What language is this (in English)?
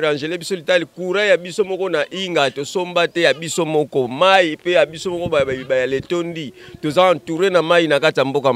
Lingala